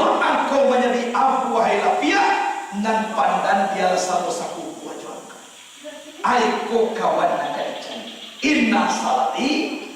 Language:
Minangkabau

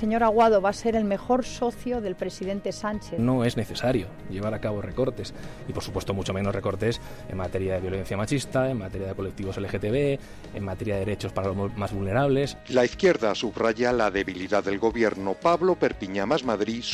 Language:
Spanish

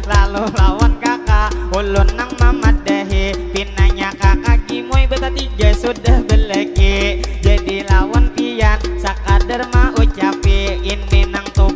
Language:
Banjar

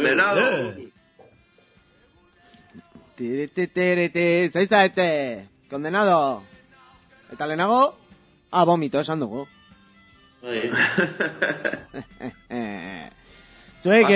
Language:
Basque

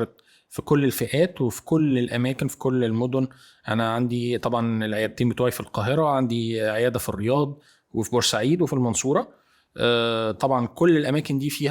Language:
Egyptian Arabic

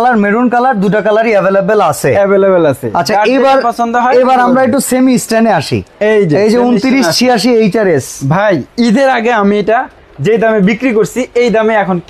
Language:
Bangla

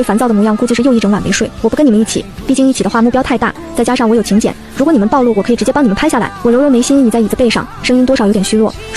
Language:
Chinese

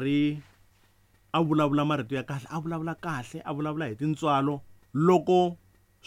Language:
Tsonga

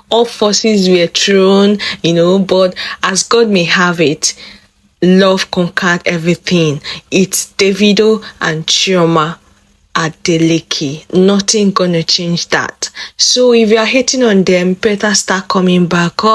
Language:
Nigerian Pidgin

